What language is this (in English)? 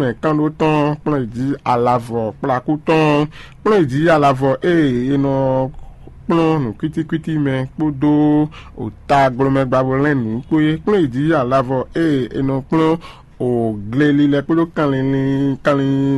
Fon